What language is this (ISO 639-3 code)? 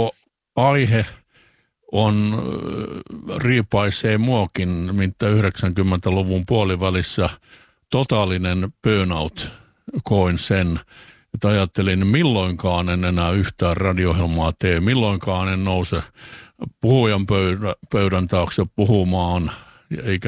fin